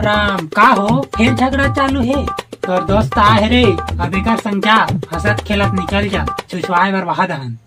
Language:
Chhattisgarhi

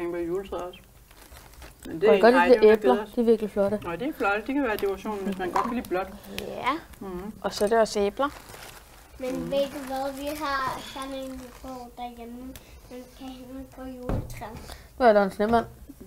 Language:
Danish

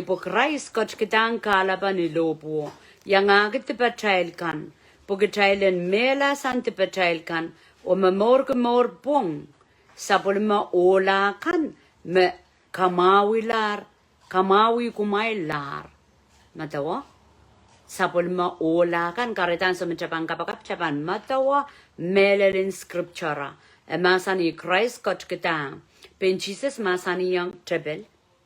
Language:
Pohnpeian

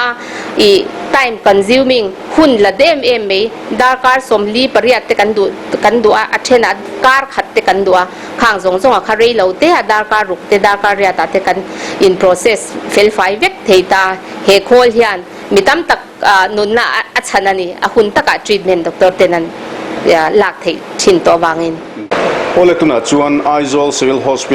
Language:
Mizo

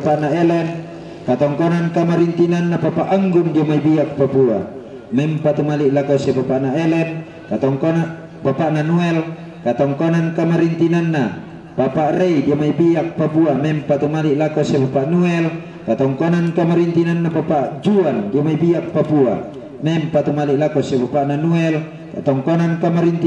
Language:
Toraja-Sa'dan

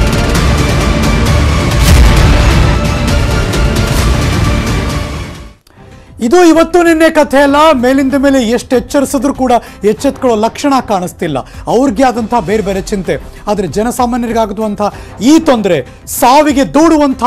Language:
Kannada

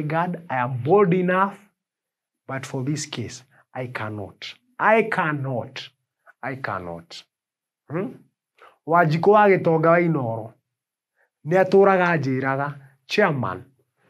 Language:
Kikuyu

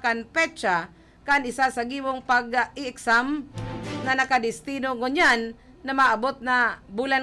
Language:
Bikol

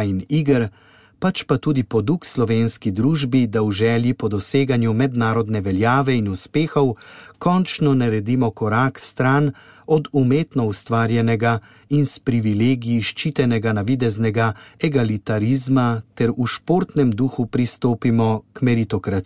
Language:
Slovenian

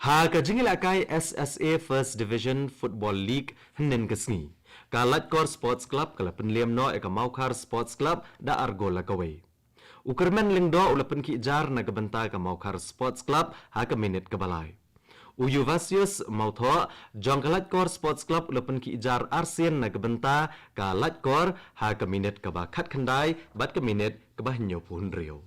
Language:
Khasi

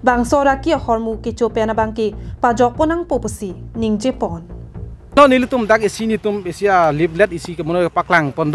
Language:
Karbi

